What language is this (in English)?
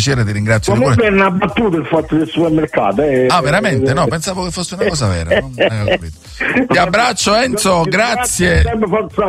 Italian